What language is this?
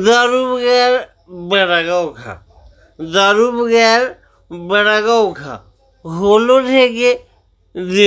Dogri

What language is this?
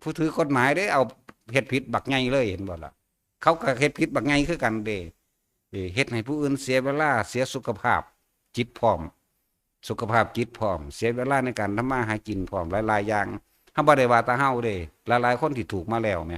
Northeastern Thai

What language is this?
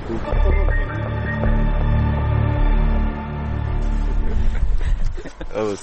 Croatian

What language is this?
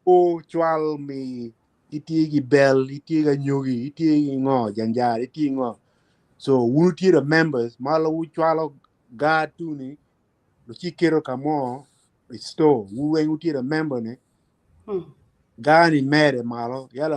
Acoli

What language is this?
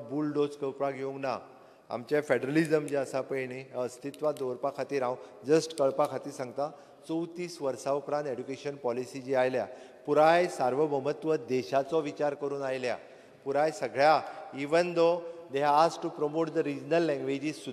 Konkani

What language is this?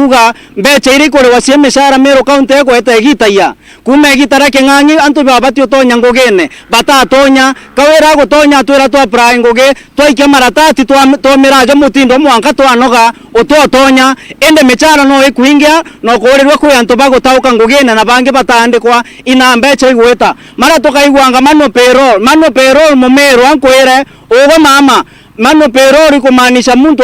Meru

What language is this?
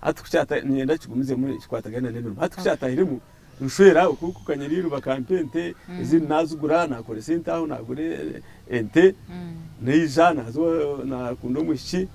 Nyankole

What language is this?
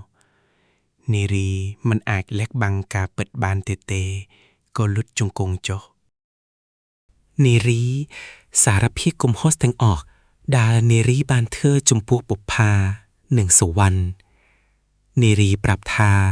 Khmer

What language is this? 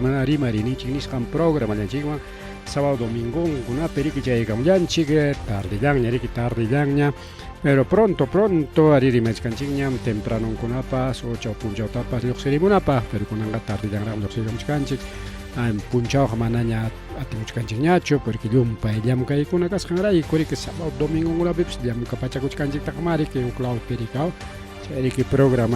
Ayacucho Quechua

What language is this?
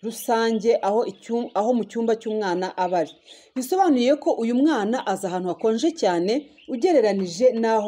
Kinyarwanda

